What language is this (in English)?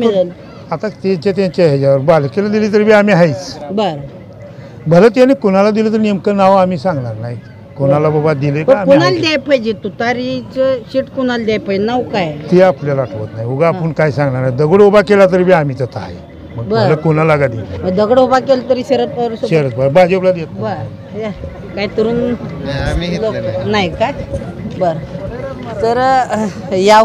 Marathi